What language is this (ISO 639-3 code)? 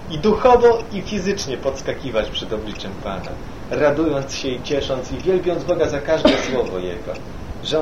pol